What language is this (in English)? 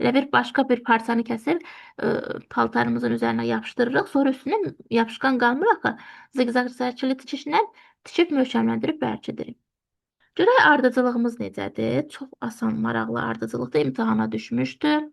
Azerbaijani